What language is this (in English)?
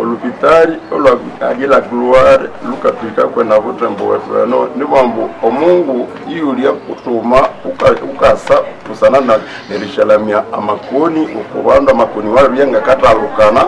Nande